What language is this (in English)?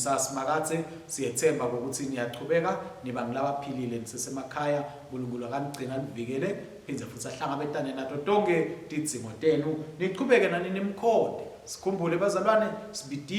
Swati